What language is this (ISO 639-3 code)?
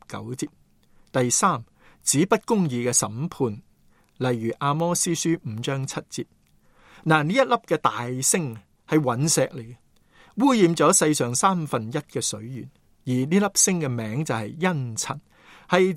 yue